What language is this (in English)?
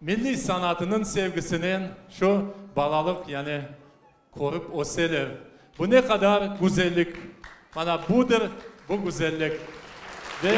Crimean Tatar